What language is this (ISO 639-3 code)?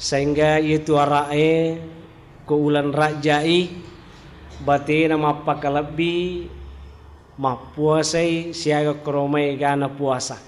bug